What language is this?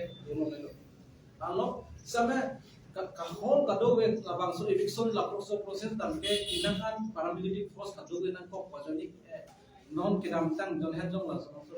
Karbi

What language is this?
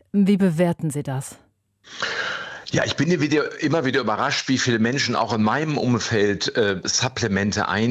German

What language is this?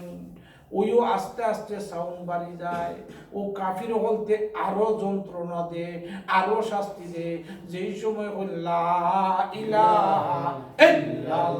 Sylheti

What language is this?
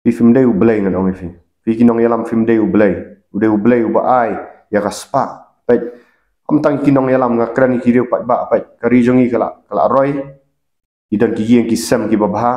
Khasi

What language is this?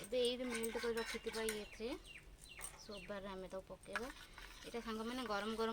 Odia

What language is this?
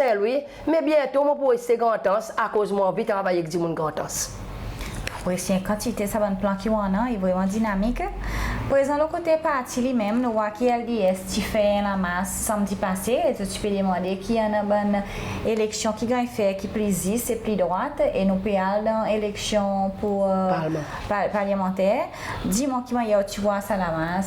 Seselwa Creole French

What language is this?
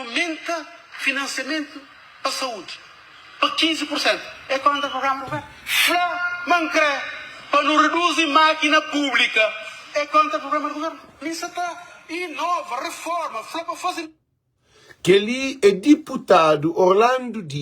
Kabuverdianu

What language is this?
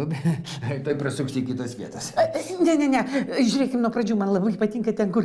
Lithuanian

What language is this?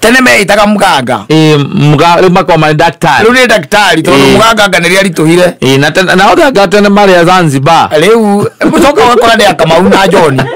Kikuyu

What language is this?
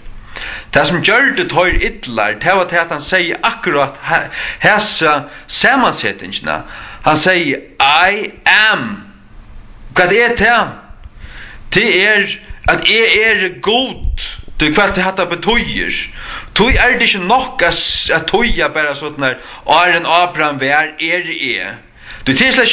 Faroese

